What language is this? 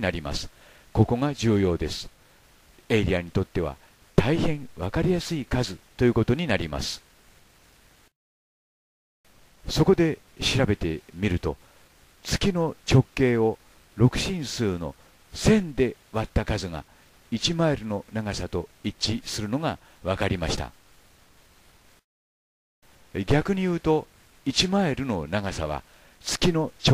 Japanese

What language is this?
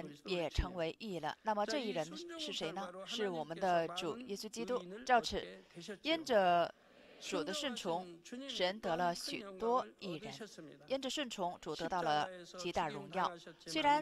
Chinese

